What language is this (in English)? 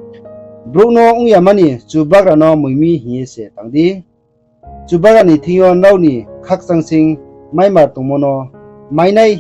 Riang (India)